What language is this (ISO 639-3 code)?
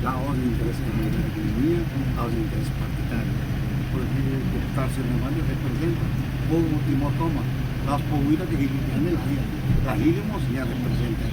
tet